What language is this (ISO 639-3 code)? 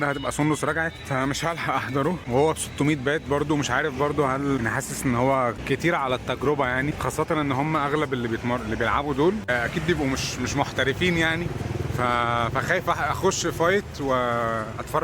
arz